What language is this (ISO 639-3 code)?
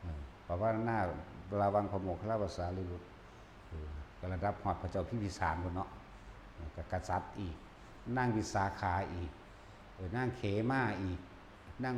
tts